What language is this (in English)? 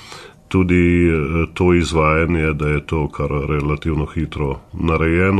Slovenian